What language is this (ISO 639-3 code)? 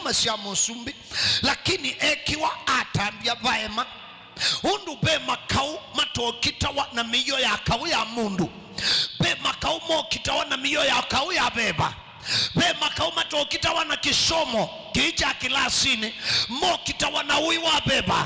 kam